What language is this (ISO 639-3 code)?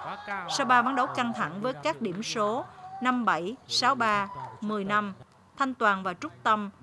vie